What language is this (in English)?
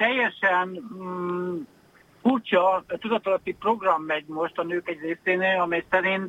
Hungarian